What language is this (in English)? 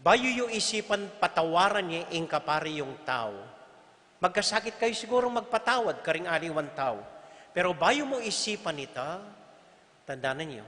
Pampanga